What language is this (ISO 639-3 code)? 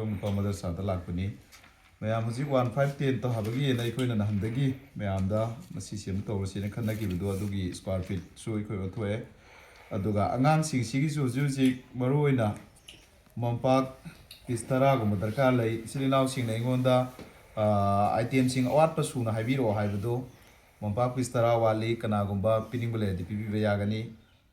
mni